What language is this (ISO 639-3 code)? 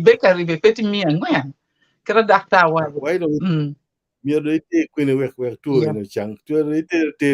ach